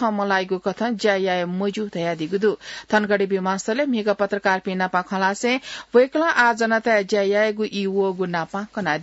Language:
Newari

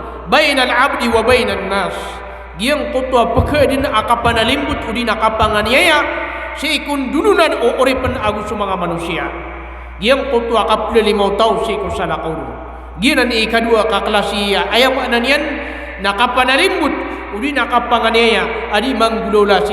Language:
Maranao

